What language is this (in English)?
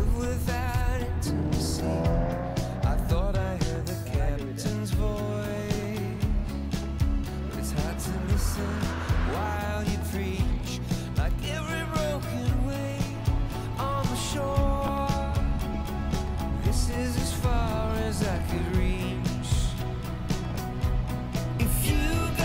English